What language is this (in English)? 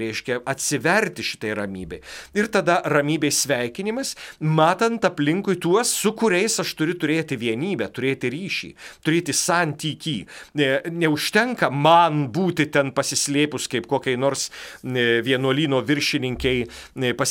Lithuanian